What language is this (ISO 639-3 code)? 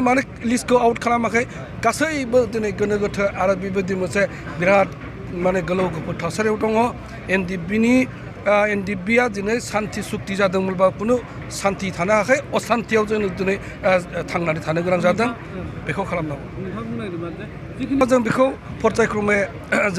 brx